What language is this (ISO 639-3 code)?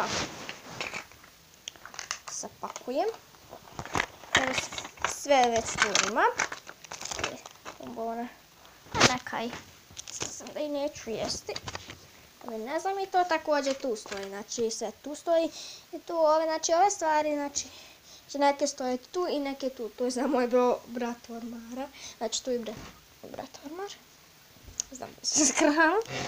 hrv